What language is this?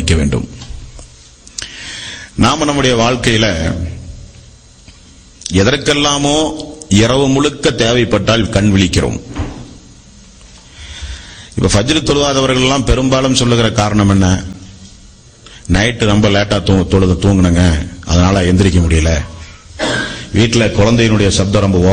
Tamil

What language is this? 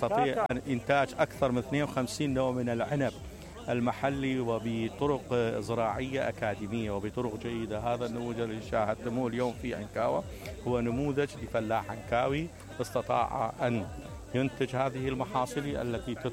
Mesopotamian Arabic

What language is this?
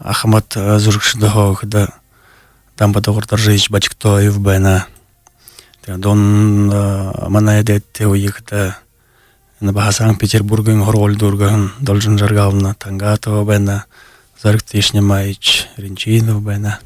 Buriat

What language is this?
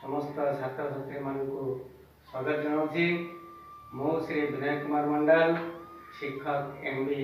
Odia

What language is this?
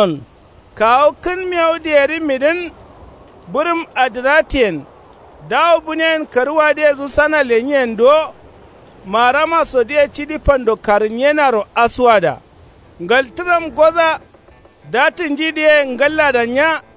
Kanuri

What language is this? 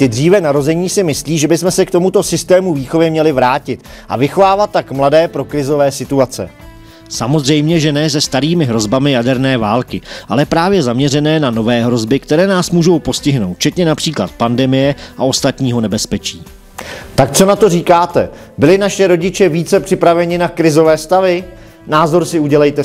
Czech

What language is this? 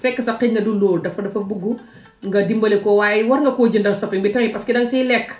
Wolof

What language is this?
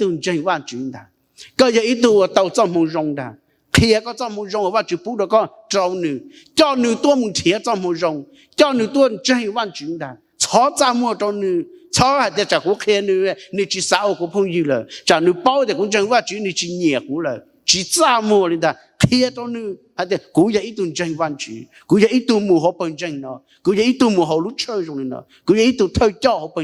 Hmong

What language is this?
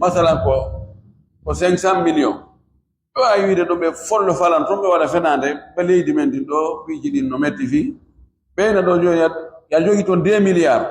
Fula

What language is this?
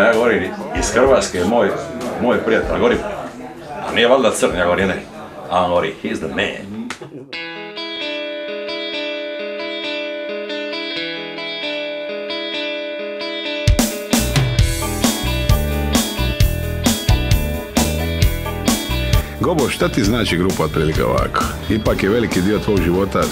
Croatian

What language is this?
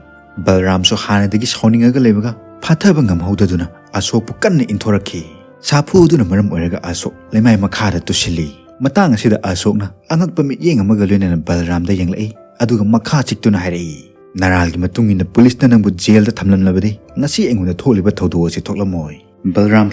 Manipuri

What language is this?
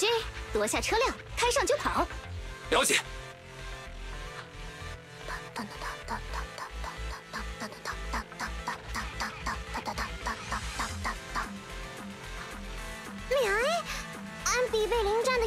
Chinese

